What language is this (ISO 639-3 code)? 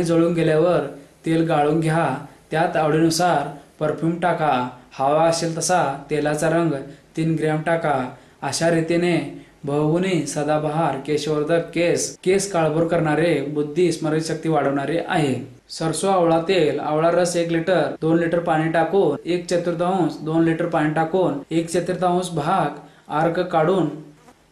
mar